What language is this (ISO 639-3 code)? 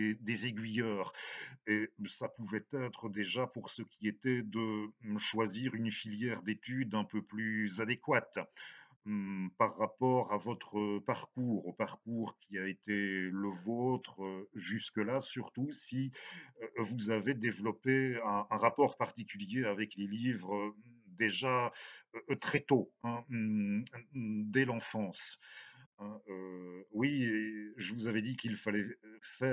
fra